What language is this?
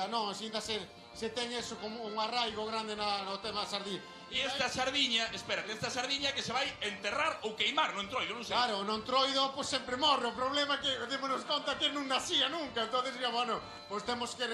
Galician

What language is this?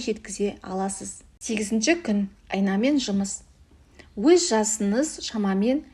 Kazakh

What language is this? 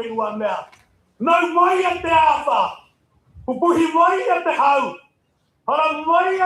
Māori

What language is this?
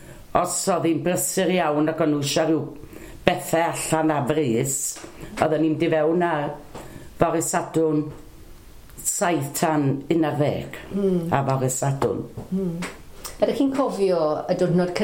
Welsh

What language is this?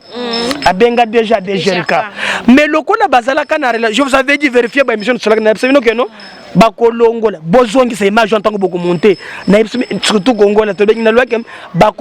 Lingala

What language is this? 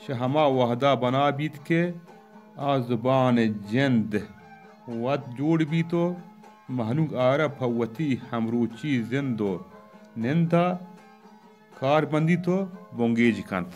Baluchi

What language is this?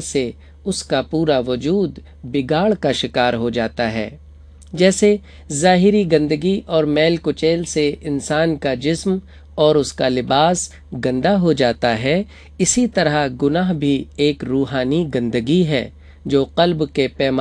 Urdu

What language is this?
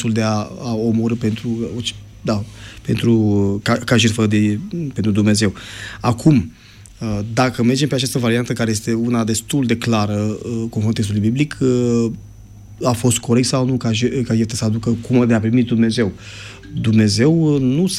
Romanian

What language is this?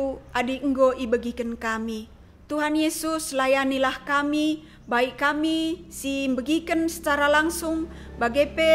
Batak Karo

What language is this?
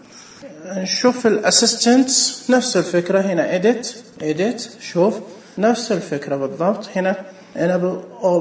Najdi Arabic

